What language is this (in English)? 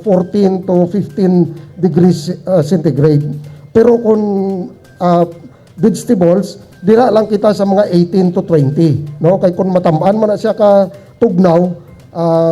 Hiligaynon